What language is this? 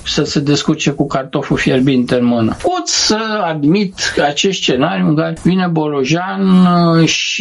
Romanian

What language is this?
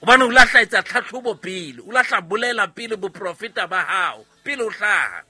Southern Sotho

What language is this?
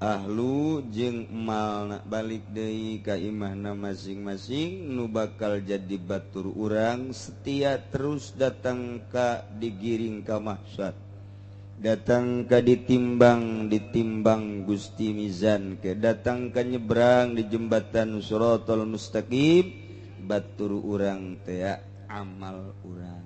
Sundanese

